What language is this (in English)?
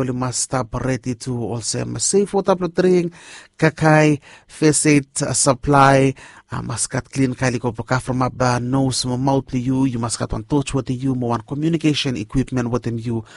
Bislama